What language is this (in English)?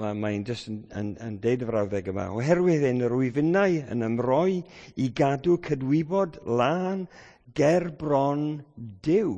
Welsh